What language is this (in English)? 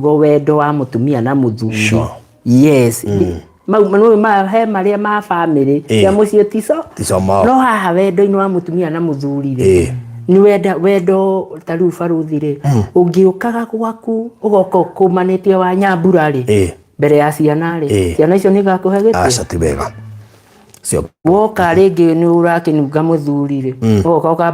Kikuyu